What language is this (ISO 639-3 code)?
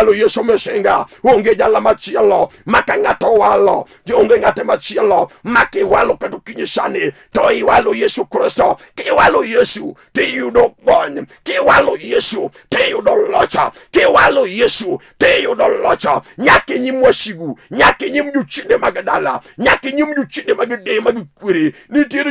luo